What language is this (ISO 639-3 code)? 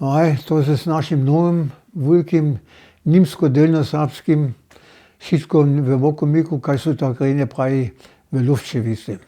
hsb